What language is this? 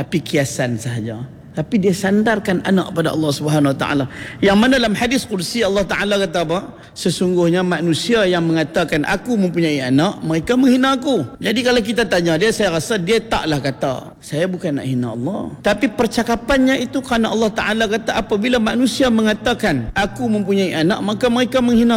Malay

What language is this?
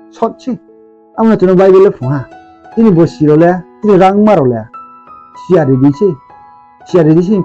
Riang (India)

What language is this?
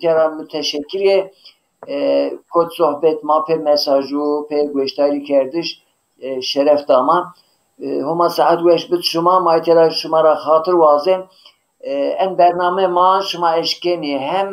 Zaza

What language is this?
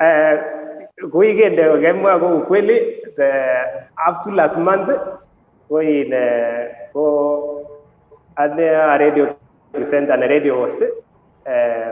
Kalenjin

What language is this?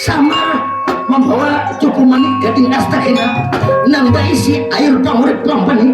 Banjar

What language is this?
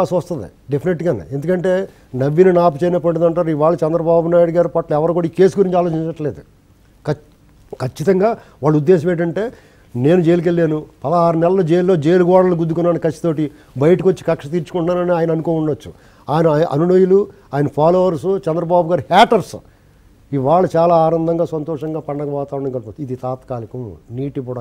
Telugu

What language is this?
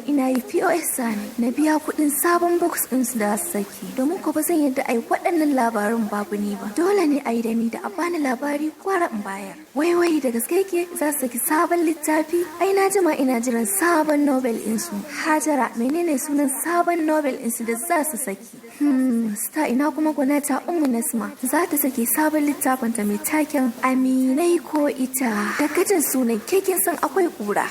Hausa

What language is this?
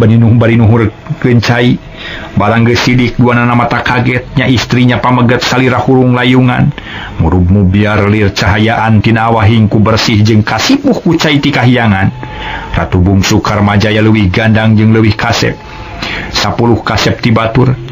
Sundanese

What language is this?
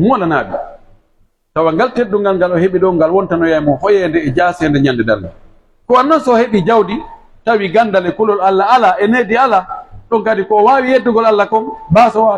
Pular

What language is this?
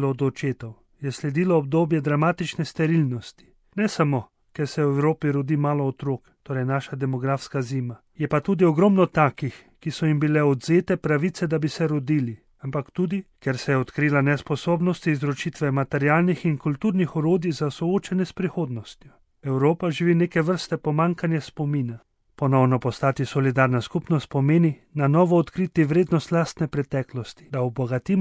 Slovenian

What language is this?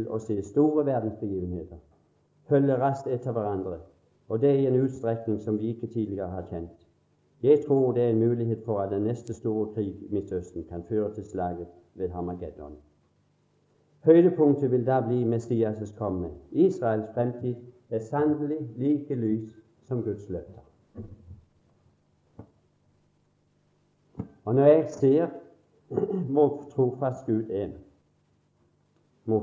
Norwegian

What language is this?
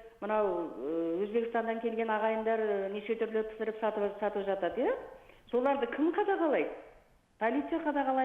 Kazakh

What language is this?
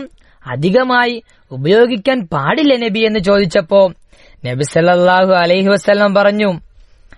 Malayalam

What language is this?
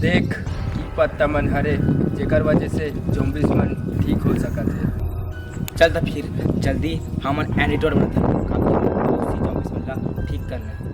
Chhattisgarhi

